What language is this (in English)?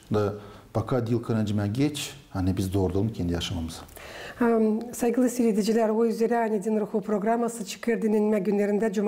Gagauz